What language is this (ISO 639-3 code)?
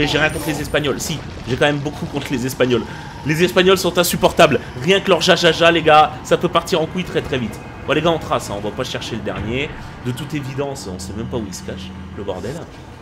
fra